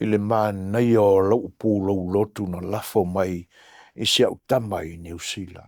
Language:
Samoan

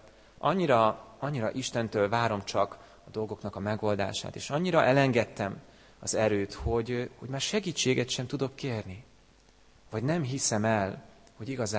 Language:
Hungarian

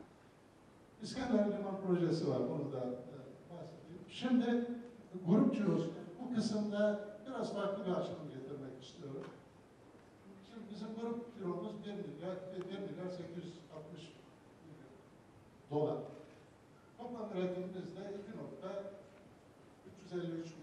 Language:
Turkish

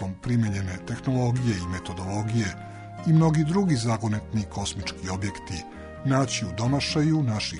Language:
Serbian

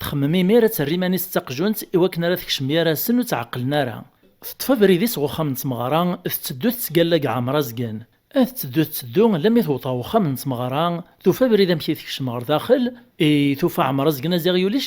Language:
Kabyle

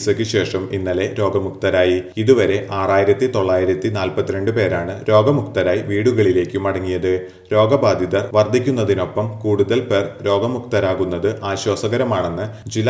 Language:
Malayalam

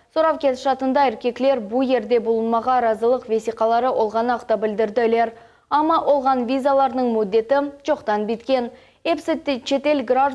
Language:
Crimean Tatar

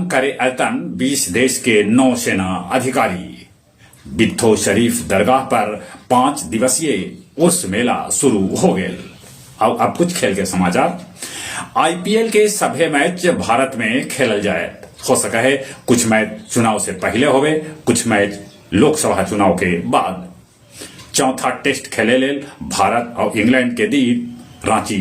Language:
Magahi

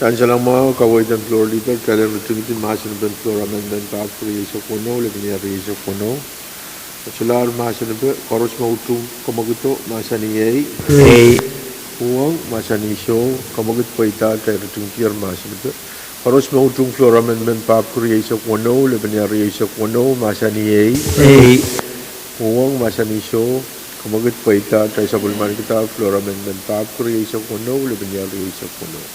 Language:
Pohnpeian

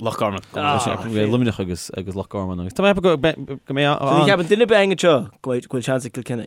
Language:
Irish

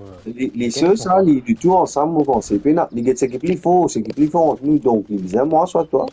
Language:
Morisyen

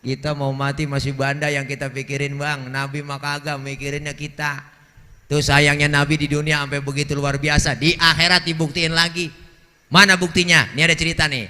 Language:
Betawi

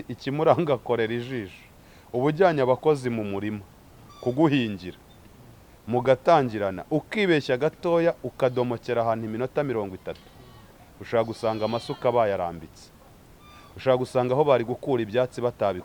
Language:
Kinyarwanda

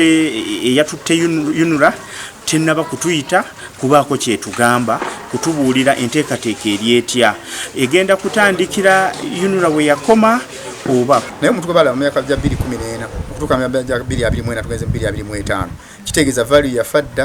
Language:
Ganda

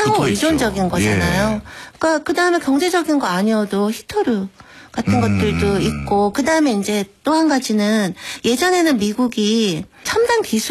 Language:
Korean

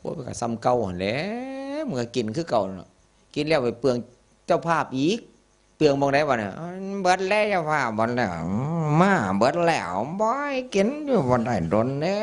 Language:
Northeastern Thai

